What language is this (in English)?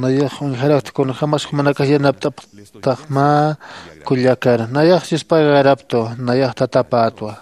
Aymara